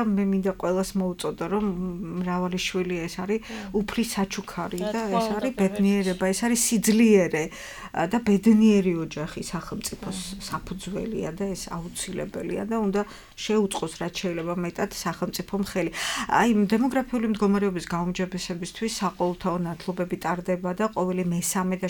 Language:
Georgian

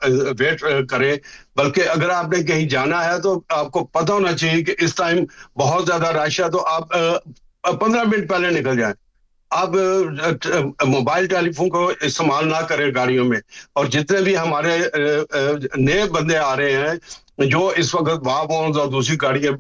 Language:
Urdu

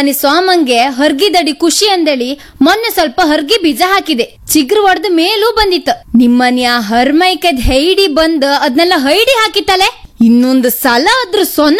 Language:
Kannada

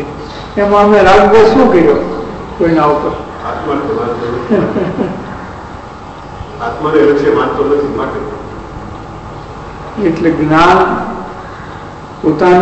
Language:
Gujarati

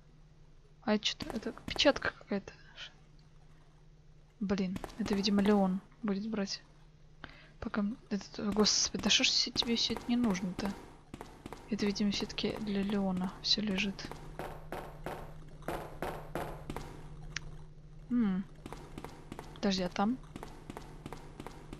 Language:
Russian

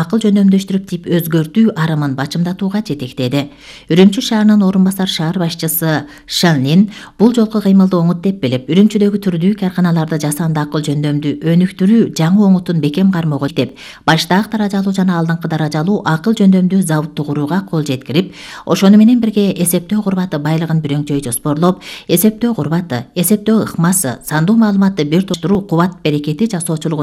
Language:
Kyrgyz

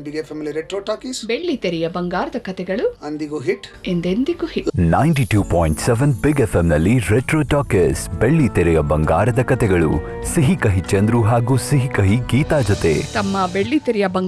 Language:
Kannada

